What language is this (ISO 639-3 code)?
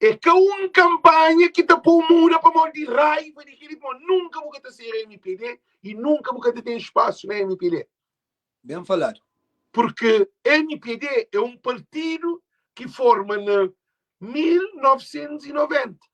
kea